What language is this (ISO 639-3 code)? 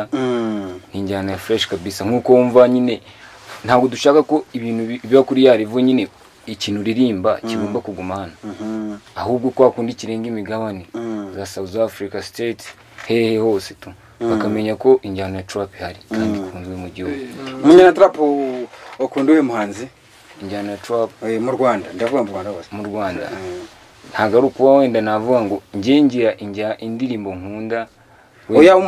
kin